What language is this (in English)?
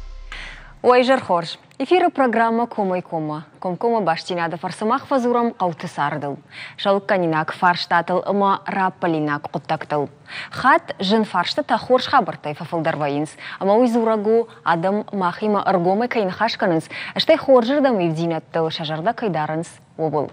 Ossetic